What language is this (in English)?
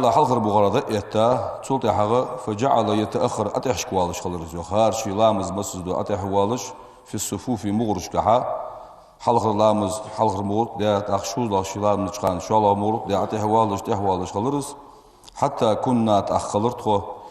Ingush